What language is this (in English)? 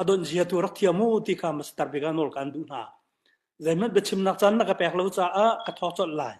Hakha Chin